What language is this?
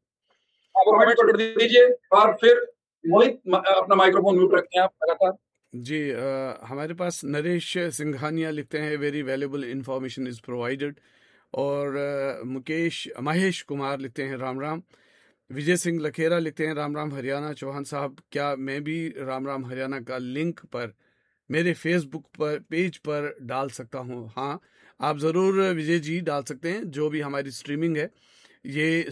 Hindi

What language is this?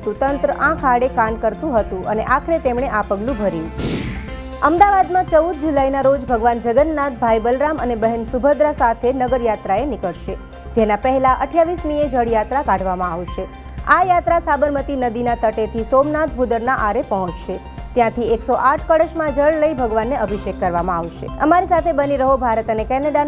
Gujarati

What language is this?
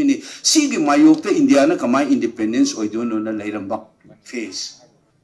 Manipuri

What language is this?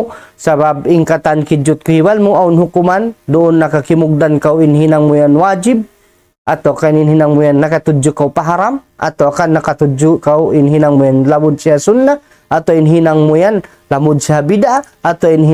Tausug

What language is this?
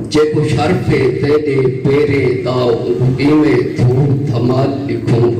Saraiki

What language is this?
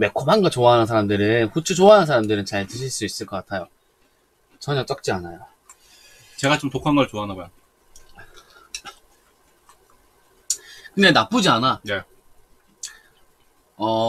Korean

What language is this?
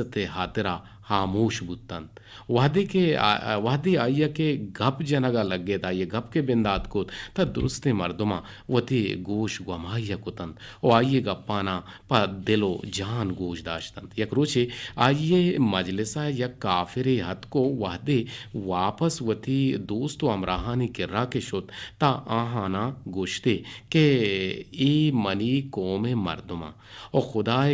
Eastern Balochi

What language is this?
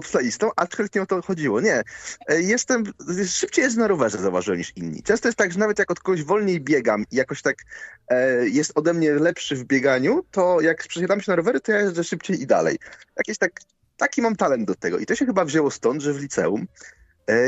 Polish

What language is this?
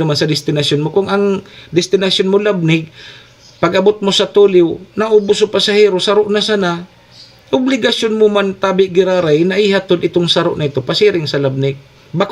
Bikol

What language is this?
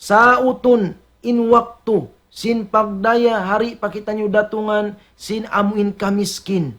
Tausug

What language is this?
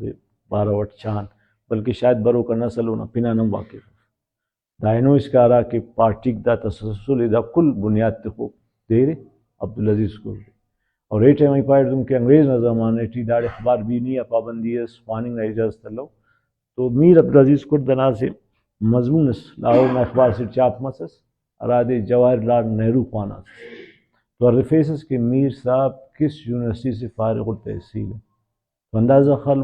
Brahui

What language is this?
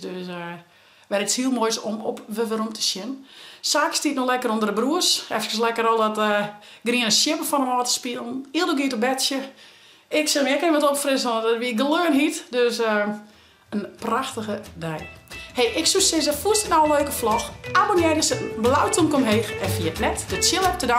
Western Frisian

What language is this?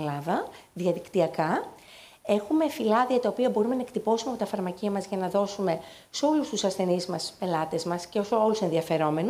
Greek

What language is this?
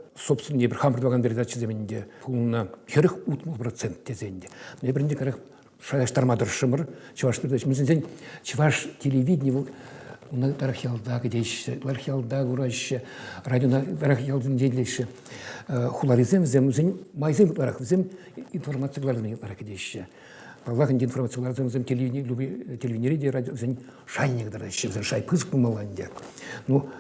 Chuvash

